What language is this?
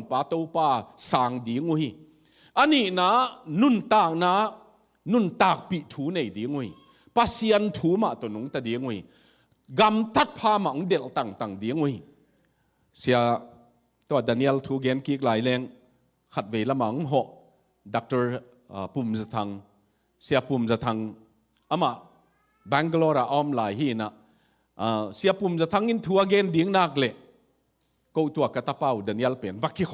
Tedim Chin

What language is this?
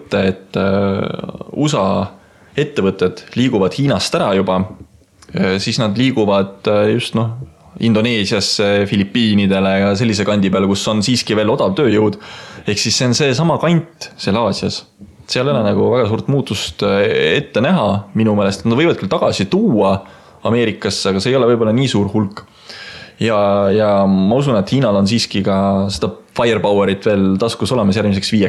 Estonian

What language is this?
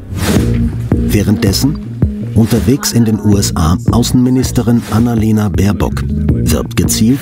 German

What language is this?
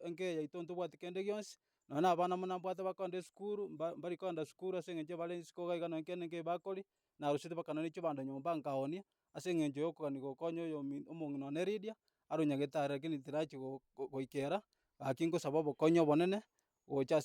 Gusii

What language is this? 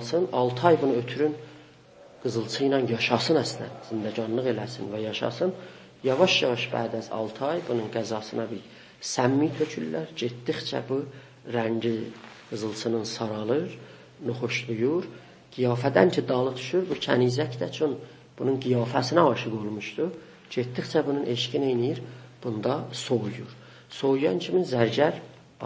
South Azerbaijani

